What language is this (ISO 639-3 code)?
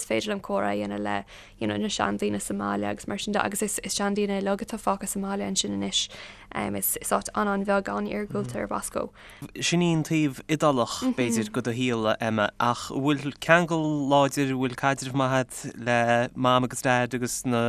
gle